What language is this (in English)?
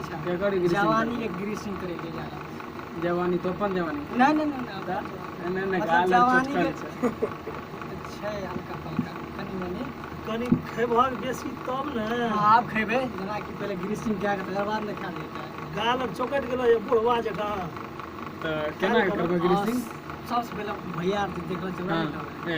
Maithili